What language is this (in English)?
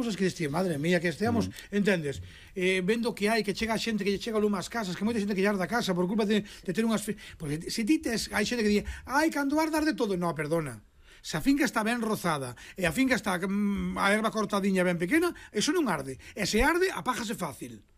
Galician